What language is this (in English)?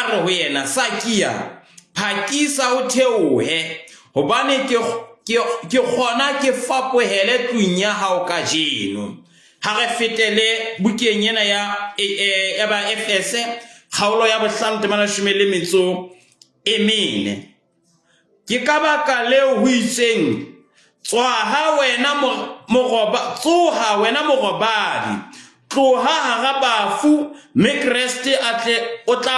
Southern Sotho